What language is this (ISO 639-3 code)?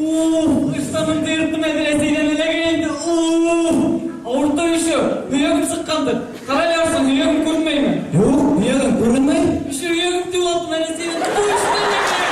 bak